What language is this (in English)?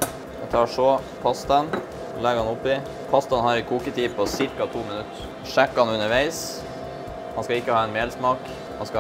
Norwegian